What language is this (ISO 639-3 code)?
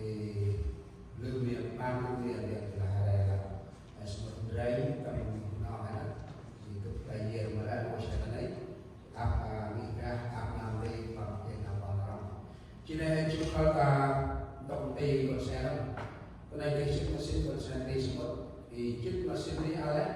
cmo